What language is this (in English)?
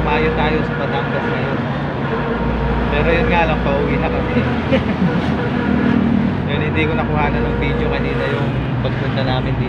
Filipino